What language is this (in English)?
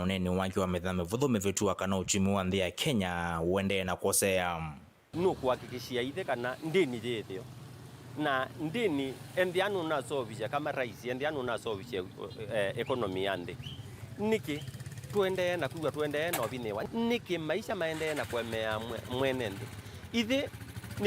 Kamba